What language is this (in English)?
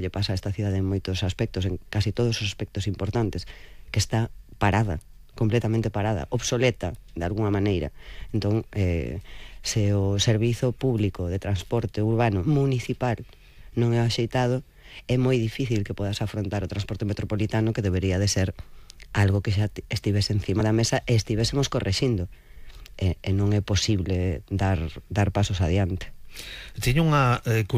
Galician